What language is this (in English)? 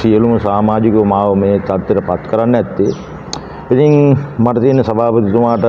Sinhala